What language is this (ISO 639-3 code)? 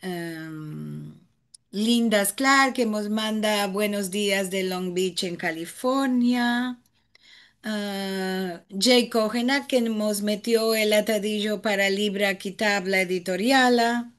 lad